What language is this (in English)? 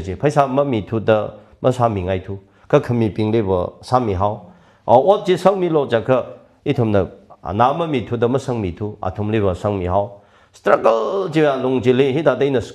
Tangkhul Naga (India)